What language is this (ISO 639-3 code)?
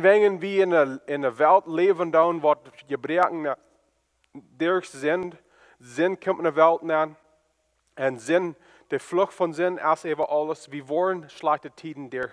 pdt